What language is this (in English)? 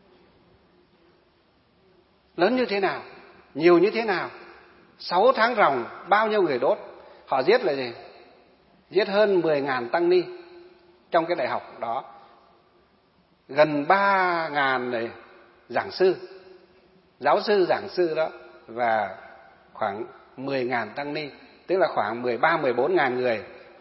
Vietnamese